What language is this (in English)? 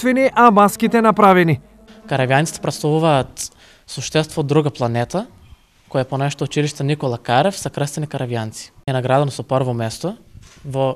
Macedonian